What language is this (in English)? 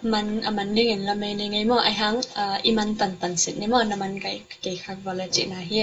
Tedim Chin